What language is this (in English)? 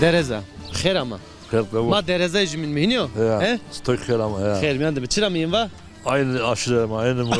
Zaza